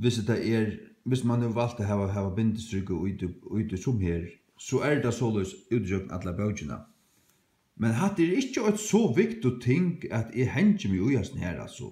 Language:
Faroese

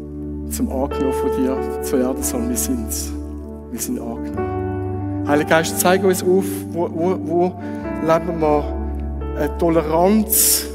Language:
Swiss German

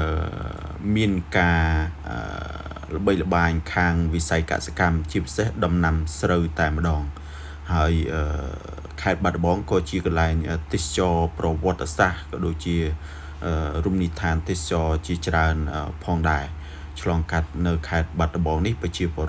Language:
Khmer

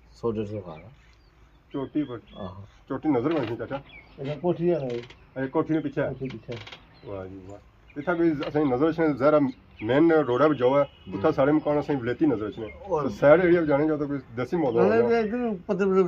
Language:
Pahari-Potwari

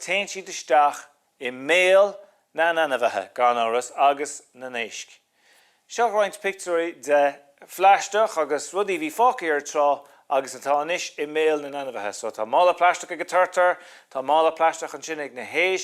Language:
Irish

